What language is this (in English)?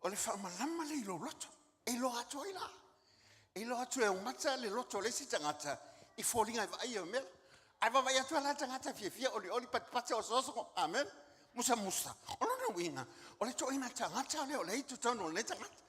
Samoan